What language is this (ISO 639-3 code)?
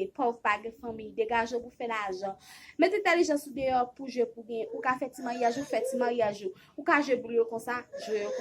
hat